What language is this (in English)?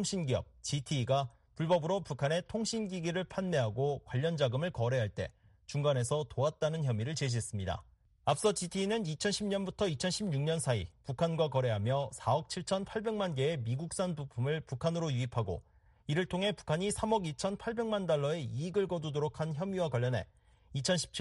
Korean